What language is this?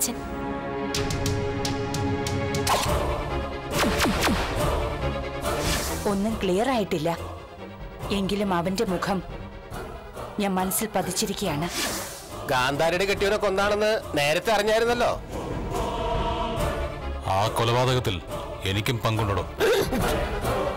Malayalam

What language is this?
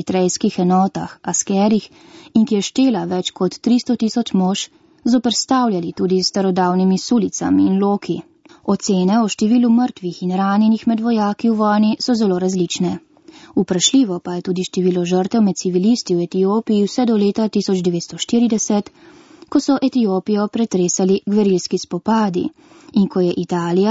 Slovenian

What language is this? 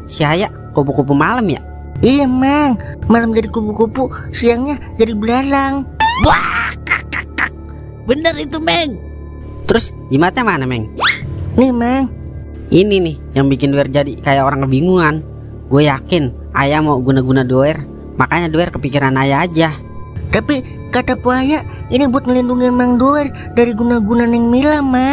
Betawi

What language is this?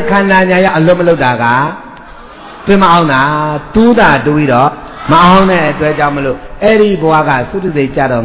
Burmese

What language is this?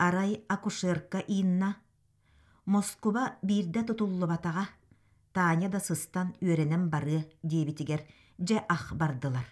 Yakut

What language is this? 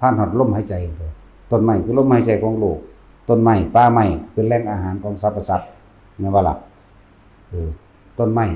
Northeastern Thai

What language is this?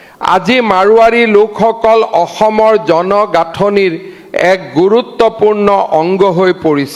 Assamese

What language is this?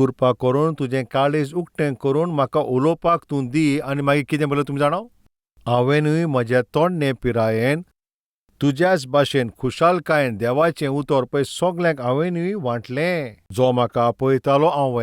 Konkani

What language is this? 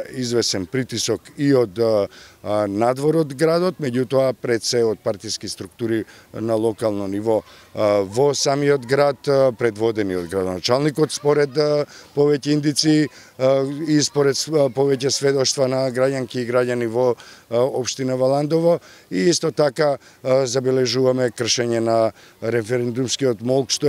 Macedonian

